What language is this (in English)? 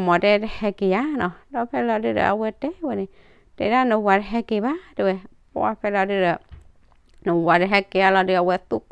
S'gaw Karen